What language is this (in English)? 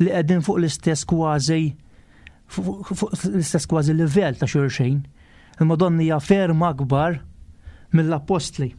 Maltese